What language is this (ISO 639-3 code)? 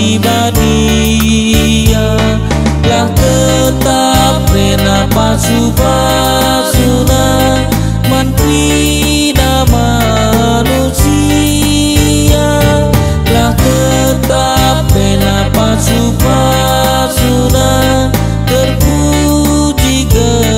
btx